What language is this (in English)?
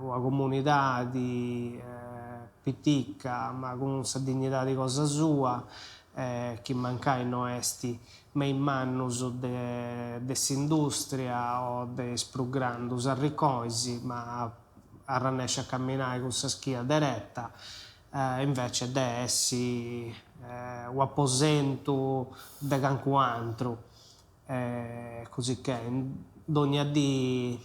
Sardinian